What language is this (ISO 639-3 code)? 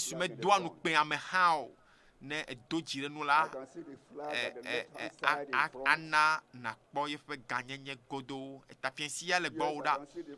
ewe